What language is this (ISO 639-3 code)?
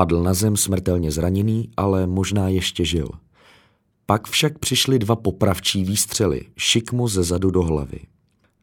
ces